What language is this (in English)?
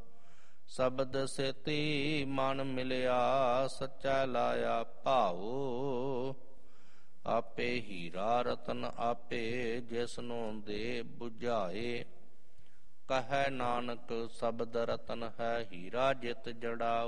Punjabi